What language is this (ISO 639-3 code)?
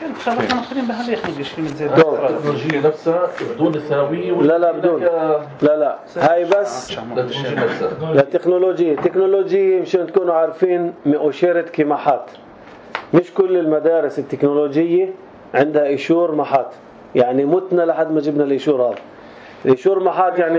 apc